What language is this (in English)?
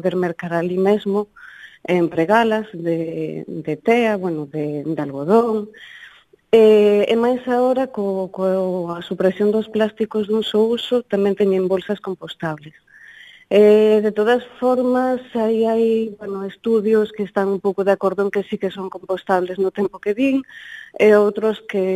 Galician